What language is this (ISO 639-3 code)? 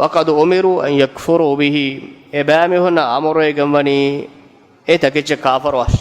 div